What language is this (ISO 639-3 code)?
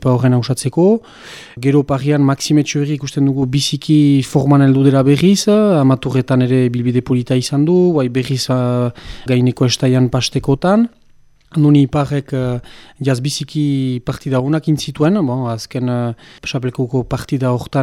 eus